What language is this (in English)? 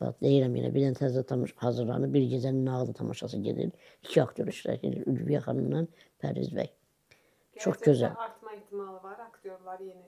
Azerbaijani